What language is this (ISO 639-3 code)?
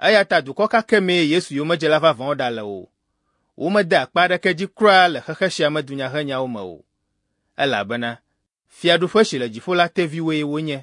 ewe